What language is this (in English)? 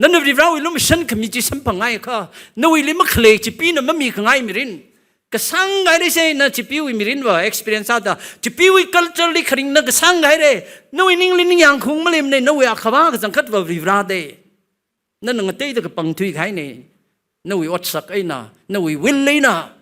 Tangkhul Naga (India)